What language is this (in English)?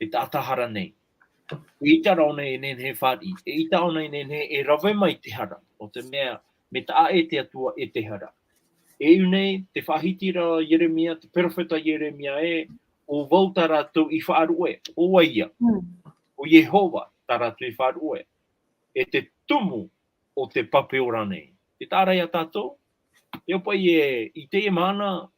Tahitian